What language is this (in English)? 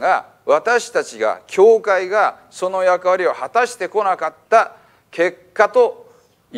Japanese